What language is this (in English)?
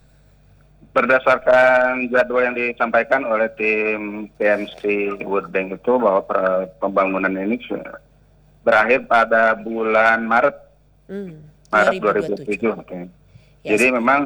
Indonesian